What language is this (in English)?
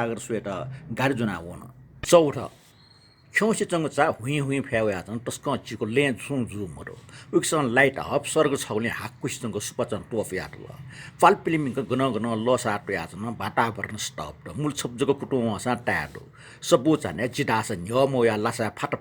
Newari